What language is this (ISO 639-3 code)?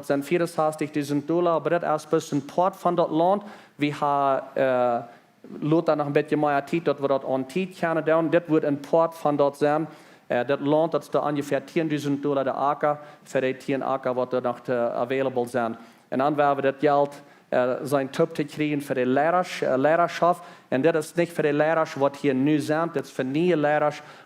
pdt